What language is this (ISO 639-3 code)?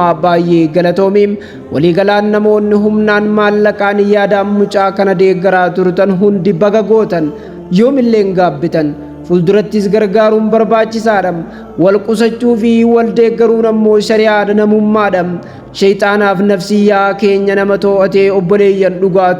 orm